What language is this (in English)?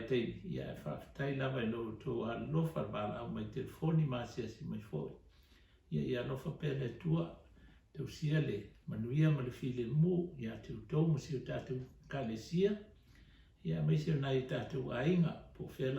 Samoan